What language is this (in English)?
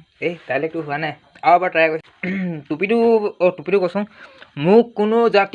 Assamese